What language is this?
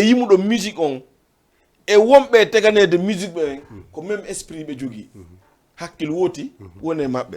Fula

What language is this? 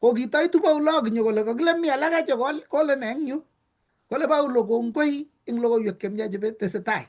Kalenjin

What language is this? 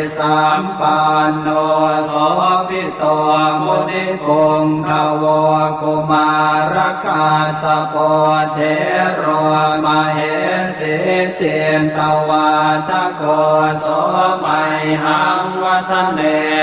Pali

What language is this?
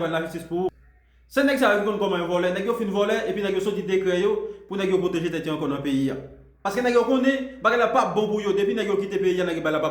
Haitian Creole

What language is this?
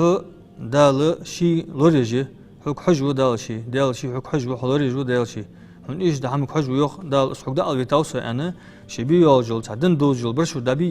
Ingush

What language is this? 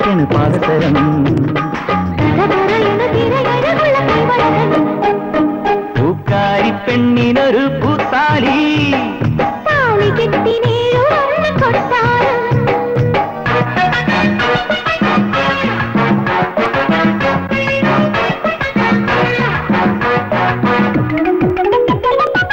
Malayalam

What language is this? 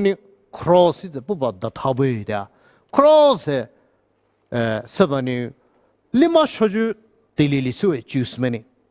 Poumei Naga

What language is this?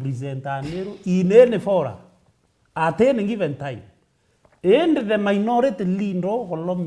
Meru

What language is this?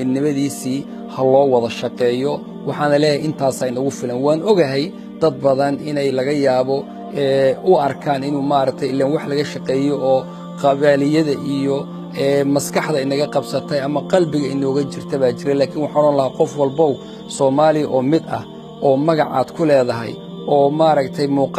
Somali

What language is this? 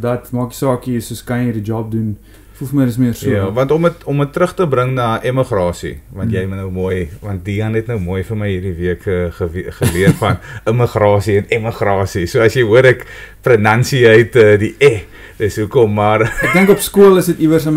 Afrikaans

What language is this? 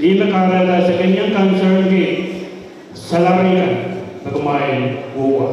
Pohnpeian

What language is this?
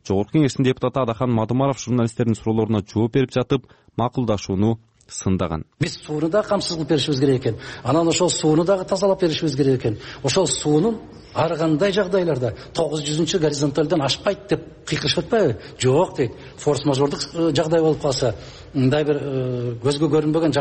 Kyrgyz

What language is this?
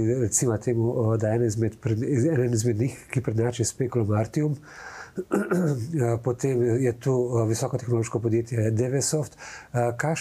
Slovenian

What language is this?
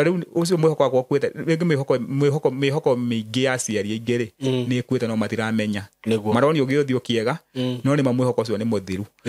Kikuyu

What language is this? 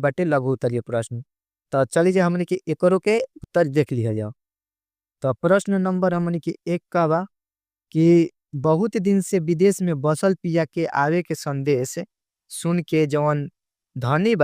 Bhojpuri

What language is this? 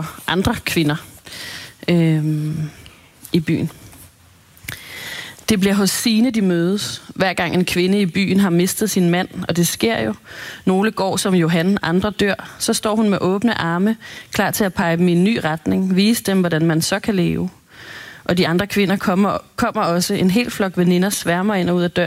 Danish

